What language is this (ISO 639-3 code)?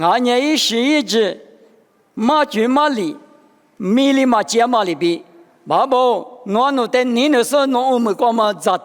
lis